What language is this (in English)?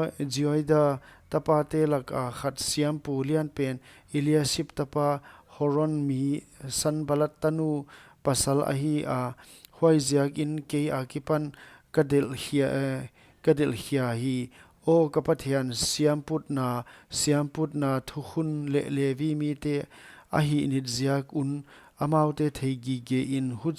Paite Chin